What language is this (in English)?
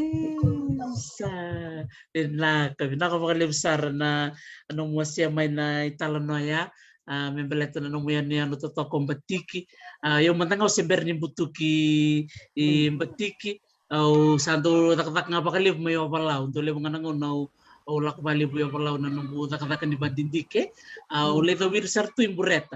Fijian